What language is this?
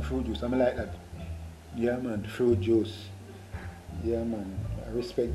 Jamaican Creole English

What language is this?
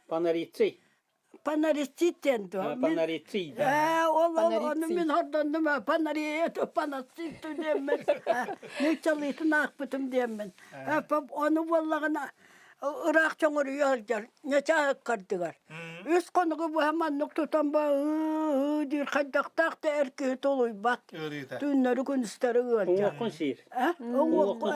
Yakut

